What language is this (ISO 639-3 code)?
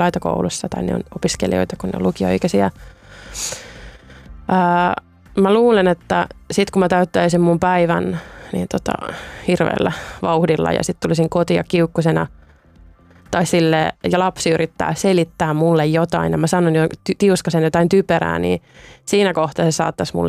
fin